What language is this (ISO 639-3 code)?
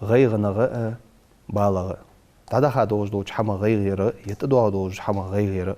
inh